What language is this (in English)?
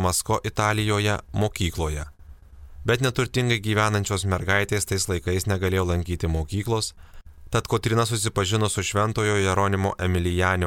Lithuanian